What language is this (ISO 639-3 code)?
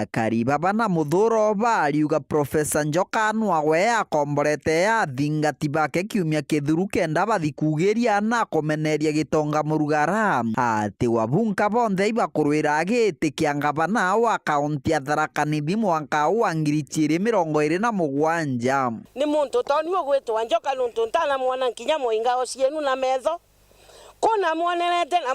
mer